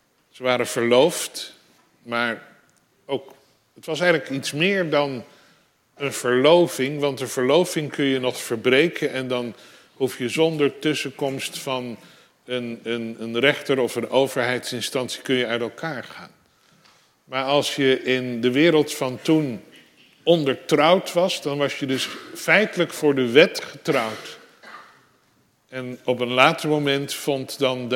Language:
Dutch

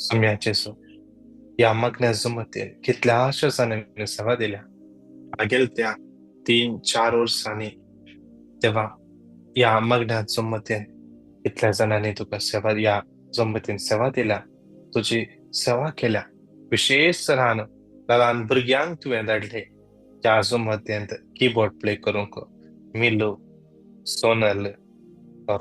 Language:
Konkani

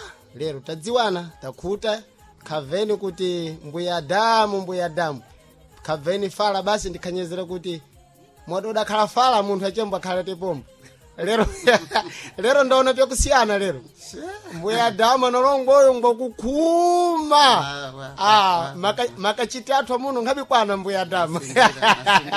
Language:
Sena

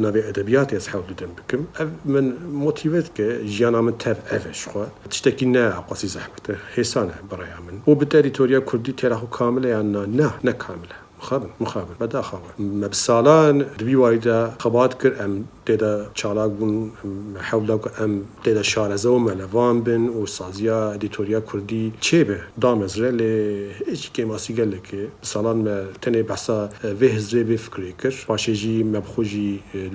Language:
Kurdish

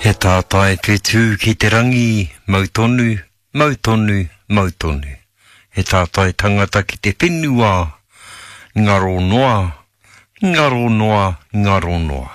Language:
Māori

